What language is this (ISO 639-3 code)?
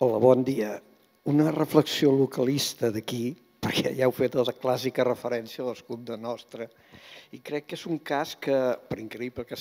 cat